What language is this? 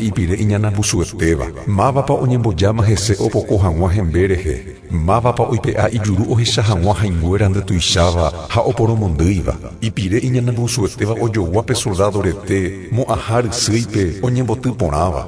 Guarani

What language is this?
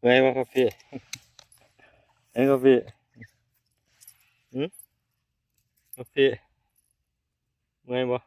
Northeastern Thai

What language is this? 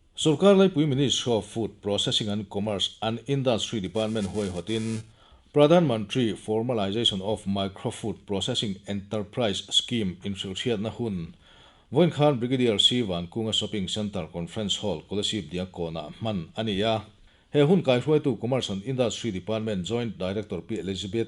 Mizo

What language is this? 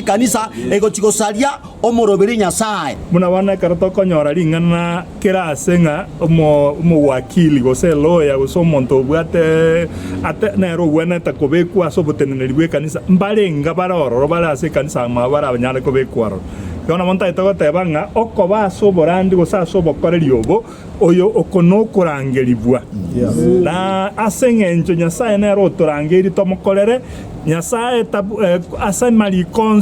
Gusii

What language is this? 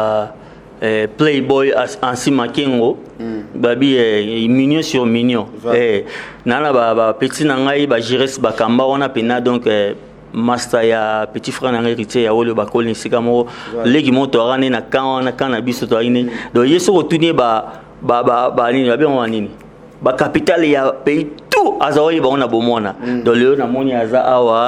Lingala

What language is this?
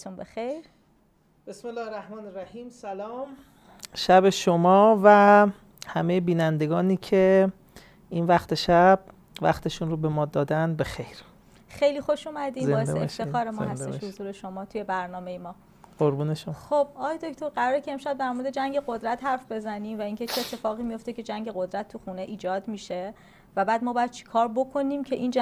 Persian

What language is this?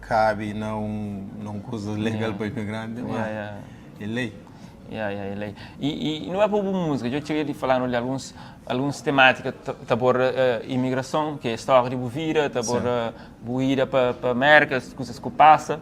Kabuverdianu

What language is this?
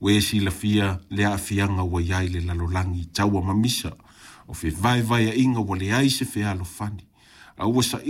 Samoan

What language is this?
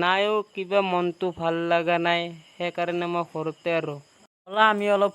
Assamese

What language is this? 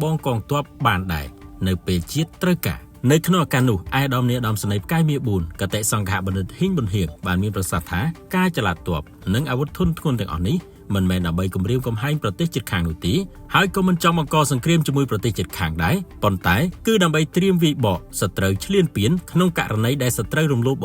Khmer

